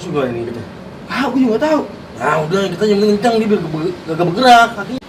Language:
Betawi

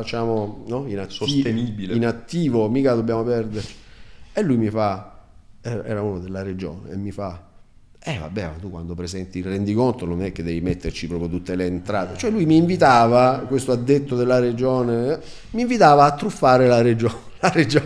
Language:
Italian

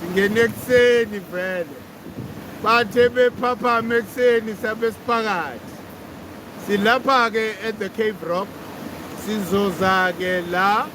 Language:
Zulu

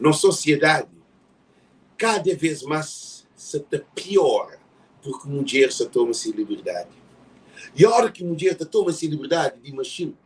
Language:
Kabuverdianu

